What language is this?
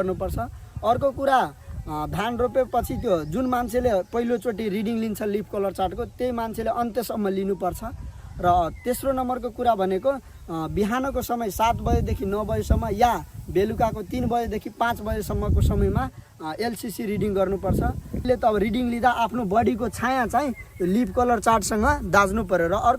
Nepali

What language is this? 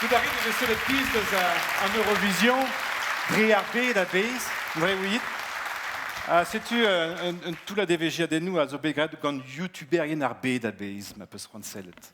Breton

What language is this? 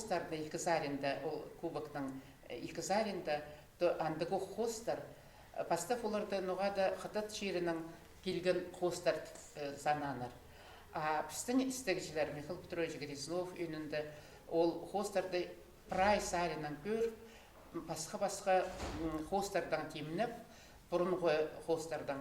Khakas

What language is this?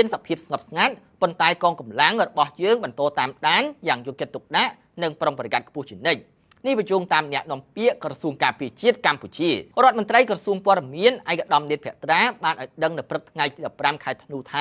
Khmer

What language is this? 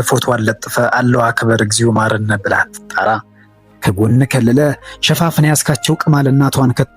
Amharic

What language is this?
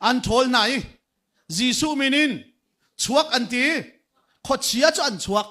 Hakha Chin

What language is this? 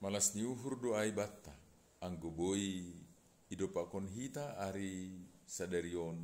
Batak Simalungun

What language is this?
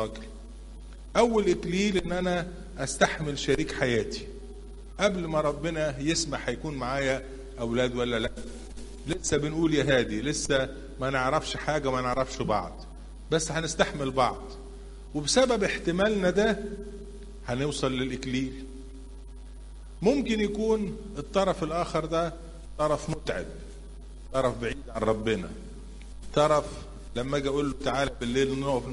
Egyptian Arabic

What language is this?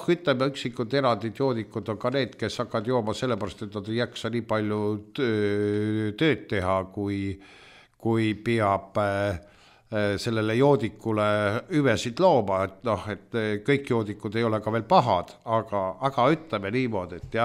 Estonian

